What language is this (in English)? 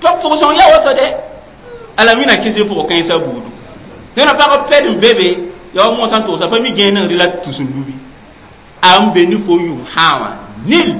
Mossi